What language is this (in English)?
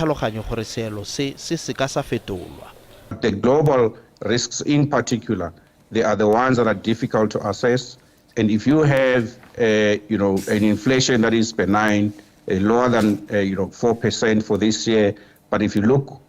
Tswana